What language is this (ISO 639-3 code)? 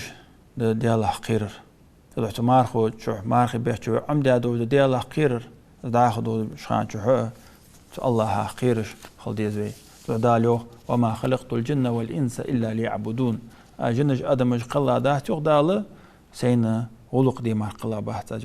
inh